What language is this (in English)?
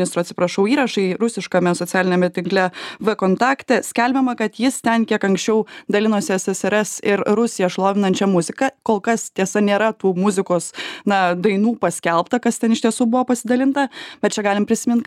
Lithuanian